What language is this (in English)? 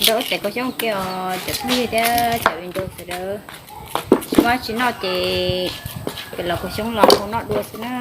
Hmong